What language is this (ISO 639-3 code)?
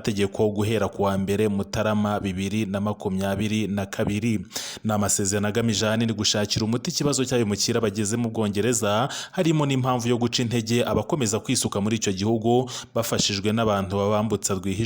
kin